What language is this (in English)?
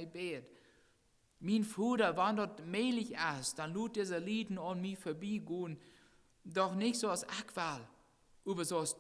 Plautdietsch